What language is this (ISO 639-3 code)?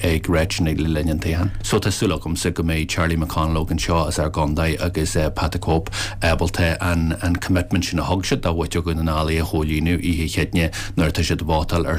gle